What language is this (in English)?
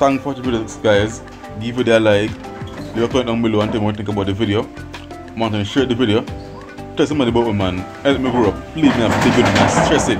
Jamaican Creole English